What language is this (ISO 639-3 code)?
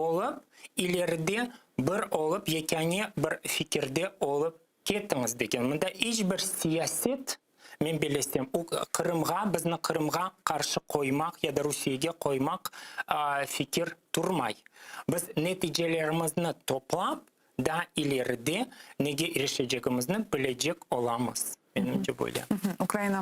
crh